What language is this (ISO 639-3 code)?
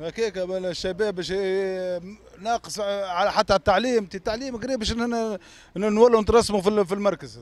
aeb